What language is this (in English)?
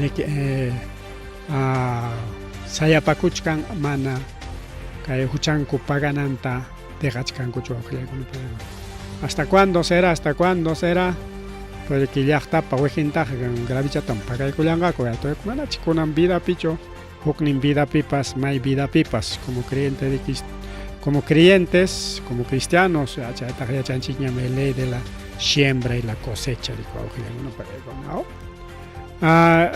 Ayacucho Quechua